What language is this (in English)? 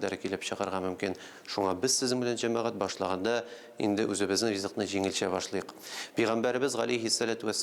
Tatar